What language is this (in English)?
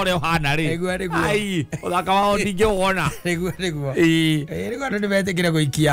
Kikuyu